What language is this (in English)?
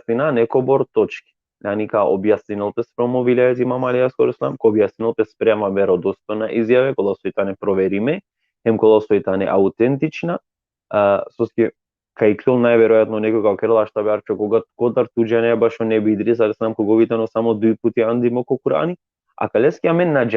Balkan Romani